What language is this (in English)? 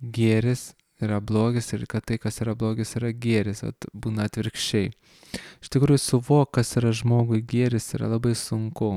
Lithuanian